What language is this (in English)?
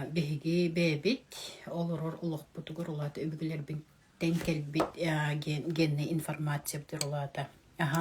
Yakut